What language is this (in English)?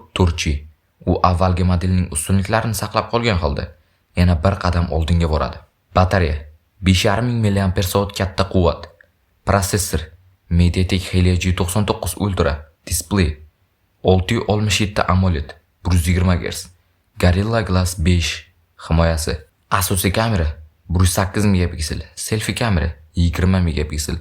Uzbek